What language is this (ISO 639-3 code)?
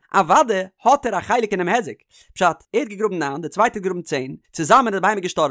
yid